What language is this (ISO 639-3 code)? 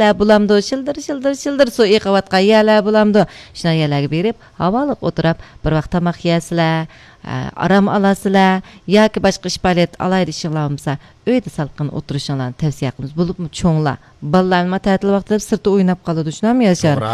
uig